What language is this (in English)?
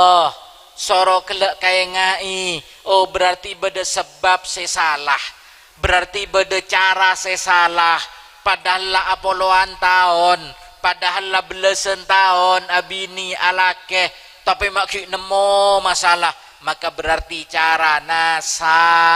Madurese